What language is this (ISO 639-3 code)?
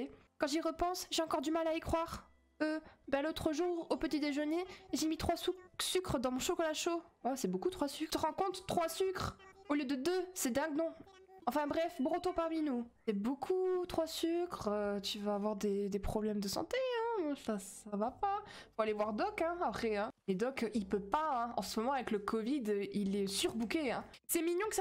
fra